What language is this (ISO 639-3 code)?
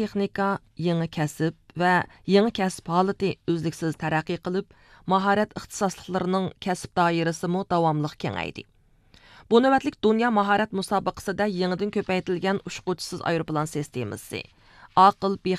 uig